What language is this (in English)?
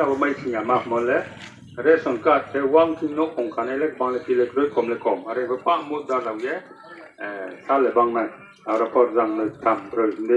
Riang (India)